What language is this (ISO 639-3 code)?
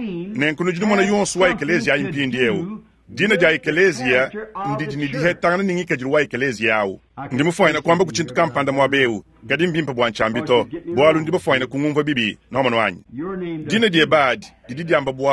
lua